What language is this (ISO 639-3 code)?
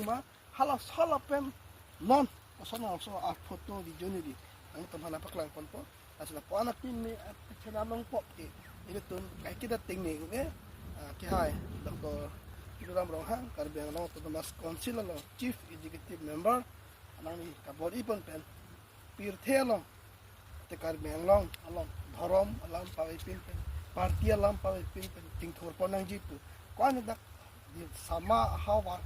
mjw